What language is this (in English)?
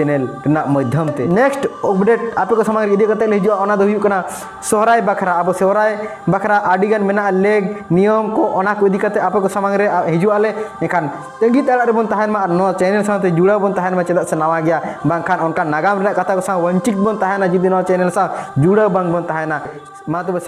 Santali